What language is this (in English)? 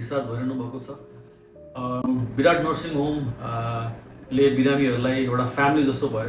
Nepali